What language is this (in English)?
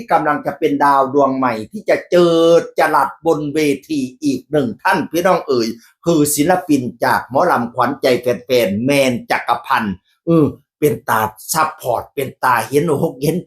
Northeastern Thai